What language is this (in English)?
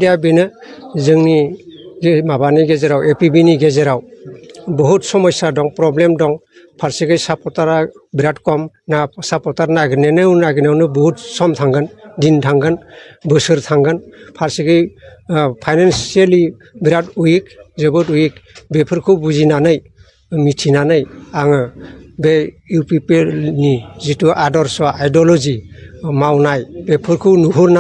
Bodo